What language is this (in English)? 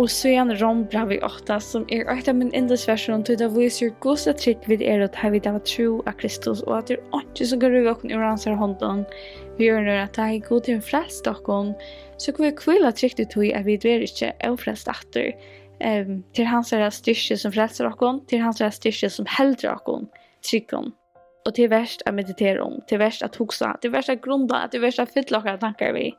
Faroese